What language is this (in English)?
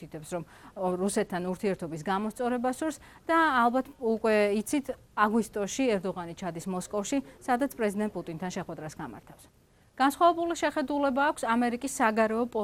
Georgian